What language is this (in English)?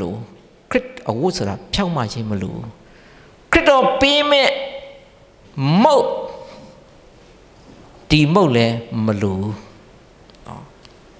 Burmese